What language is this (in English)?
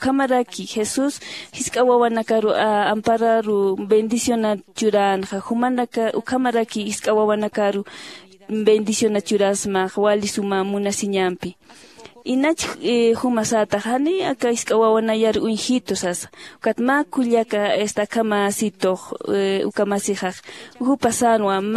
Aymara